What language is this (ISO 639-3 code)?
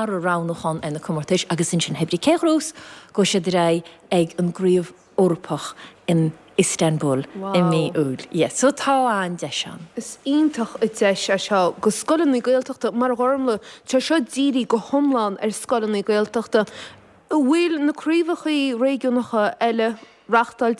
gle